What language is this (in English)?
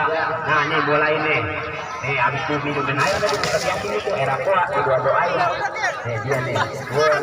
Betawi